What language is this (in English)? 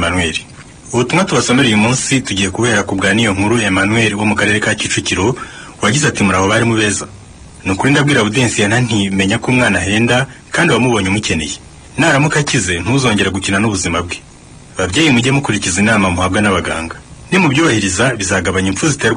Kinyarwanda